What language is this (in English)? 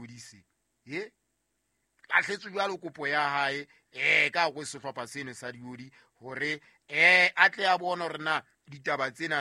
Southern Sotho